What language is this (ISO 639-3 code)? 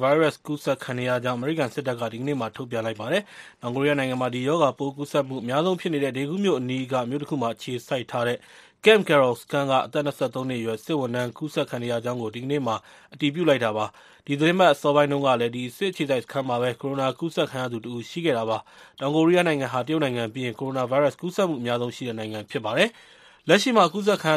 mya